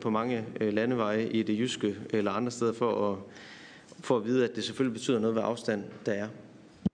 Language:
Danish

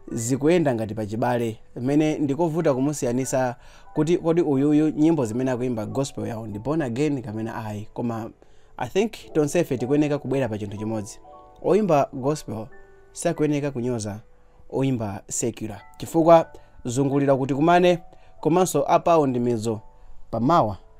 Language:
Nyanja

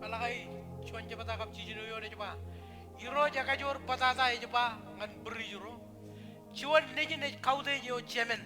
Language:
Marshallese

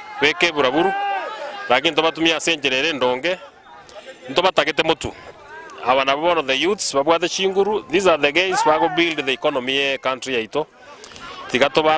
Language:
Gusii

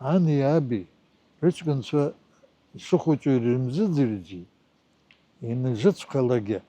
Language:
Abkhazian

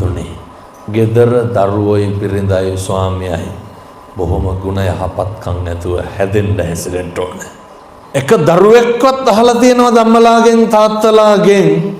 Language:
Sinhala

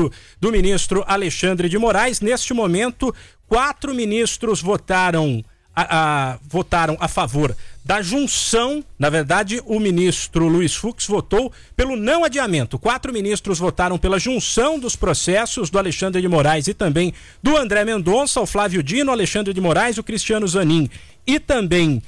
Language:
Portuguese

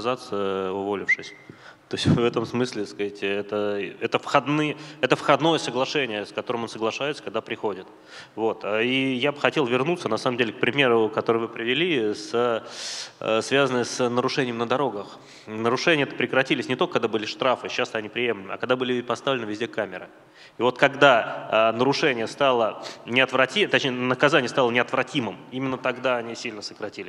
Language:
Russian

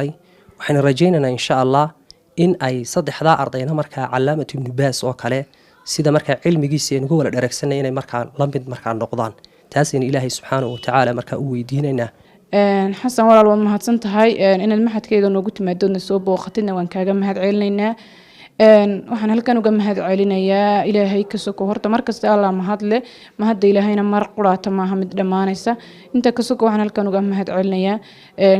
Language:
Somali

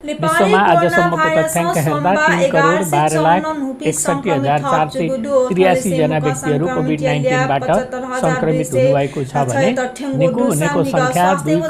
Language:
Newari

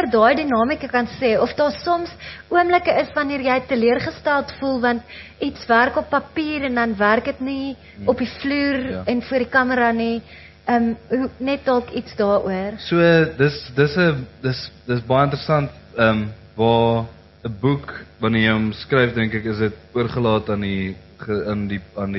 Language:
Afrikaans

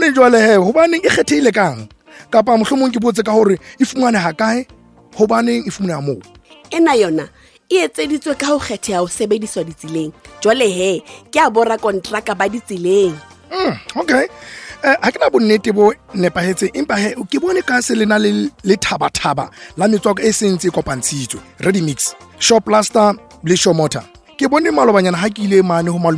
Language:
Southern Sotho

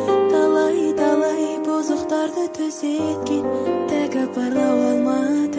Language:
Kazakh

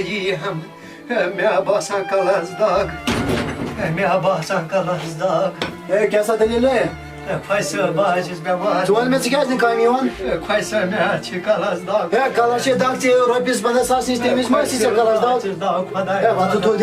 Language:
Kashmiri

